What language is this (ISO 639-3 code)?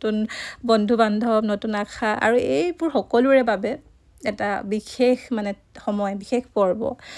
asm